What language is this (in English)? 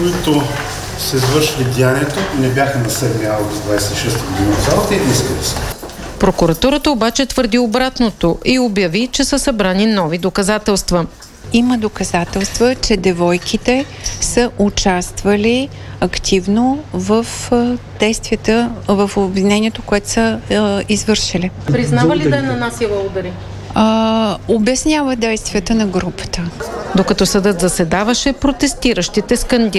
Bulgarian